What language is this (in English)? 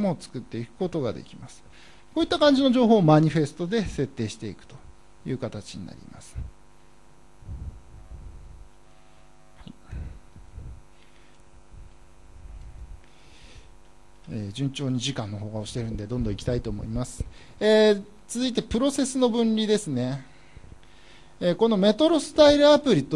Japanese